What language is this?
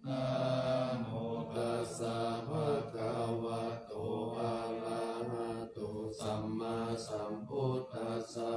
Pali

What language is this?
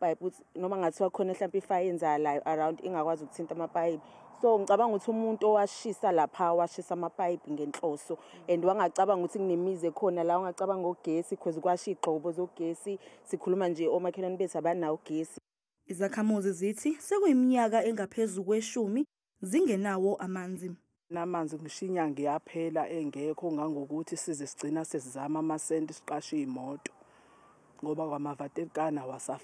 Zulu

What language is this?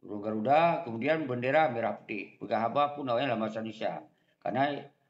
Achinese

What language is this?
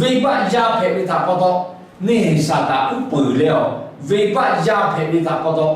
Lahu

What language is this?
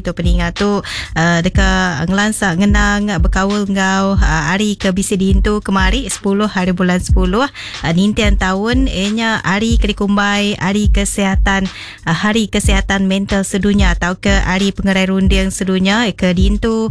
Iban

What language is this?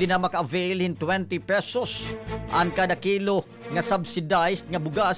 Waray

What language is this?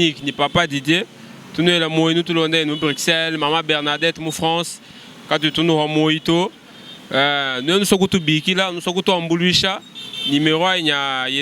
Luba-Lulua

